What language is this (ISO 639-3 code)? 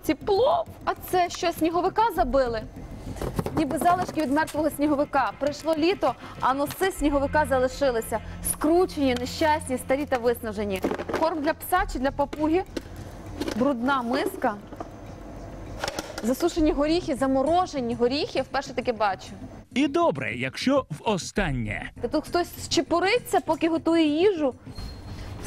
ukr